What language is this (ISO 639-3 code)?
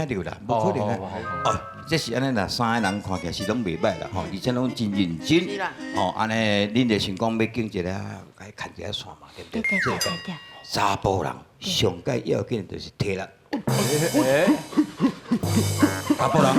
nan